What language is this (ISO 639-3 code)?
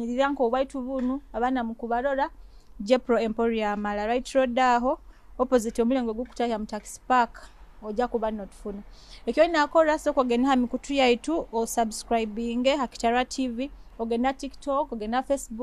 nyo